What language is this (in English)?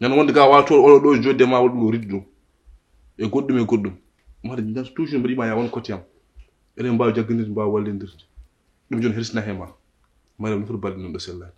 Fula